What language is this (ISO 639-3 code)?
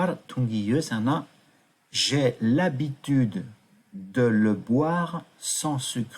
bod